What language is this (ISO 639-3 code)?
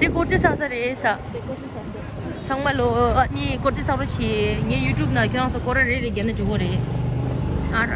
bod